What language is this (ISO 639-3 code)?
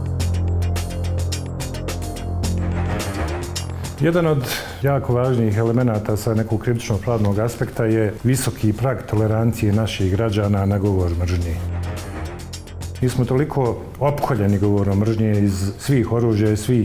bos